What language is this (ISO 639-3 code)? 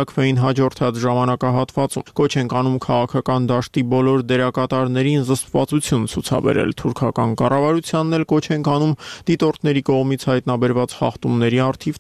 hye